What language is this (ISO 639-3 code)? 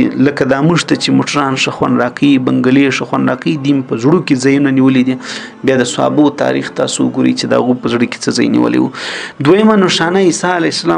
pus